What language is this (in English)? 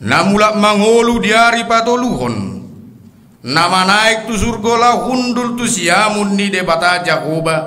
Batak Toba